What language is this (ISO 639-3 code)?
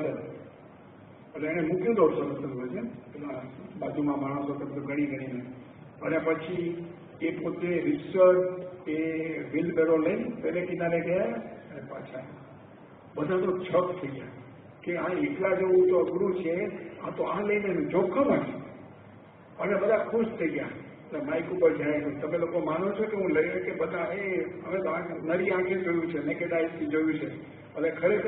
guj